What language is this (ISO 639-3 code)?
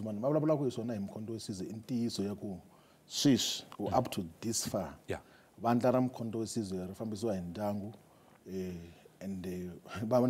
tso